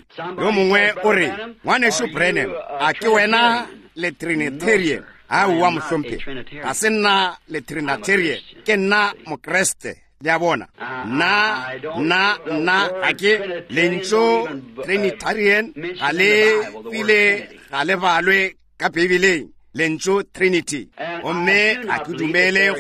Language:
Northern Sotho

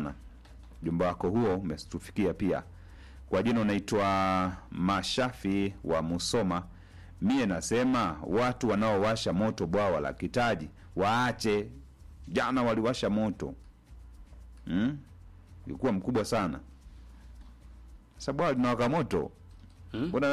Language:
Swahili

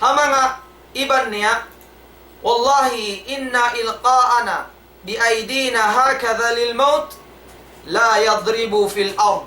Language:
Tausug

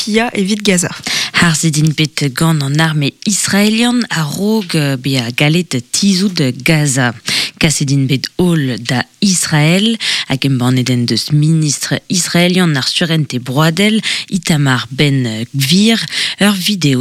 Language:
Breton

